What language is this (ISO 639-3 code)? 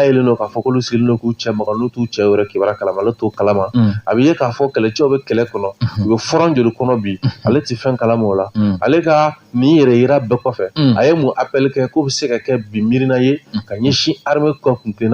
bam